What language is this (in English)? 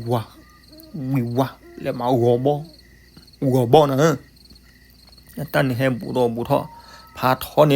S'gaw Karen